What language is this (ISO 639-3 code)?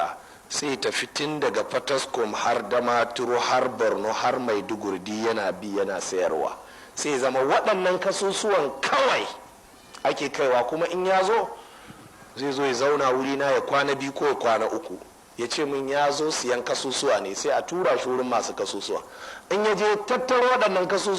hau